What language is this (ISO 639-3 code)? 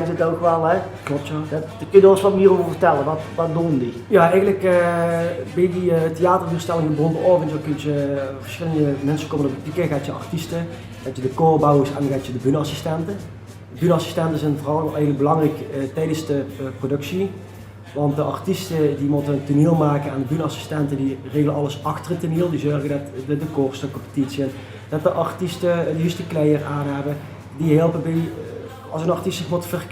lim